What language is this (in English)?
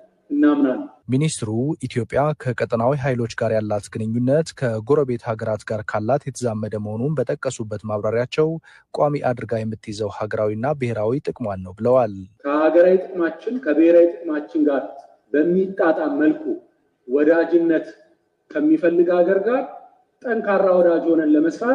Amharic